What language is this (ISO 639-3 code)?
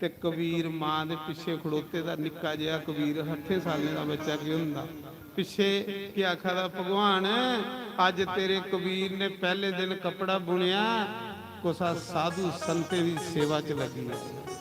doi